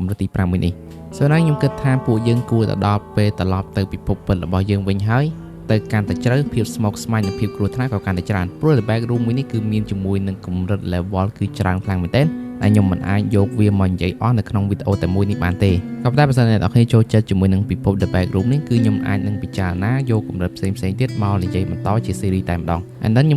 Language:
Khmer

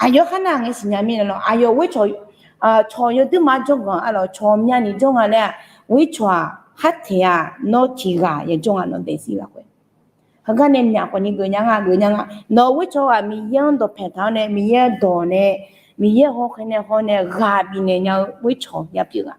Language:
Akha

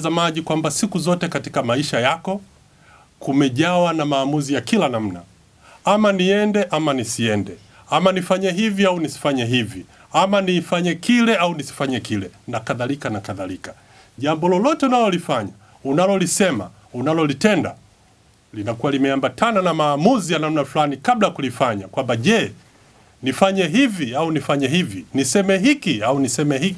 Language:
Swahili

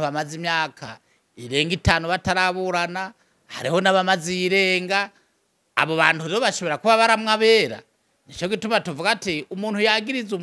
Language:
Rundi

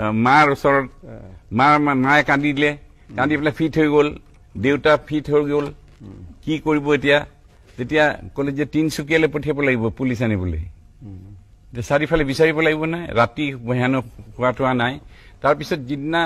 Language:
Assamese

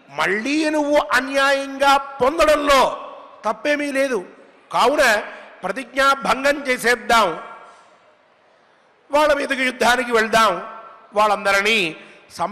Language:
Telugu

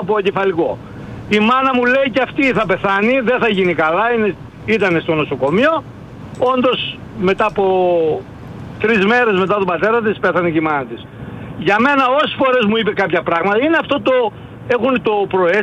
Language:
Greek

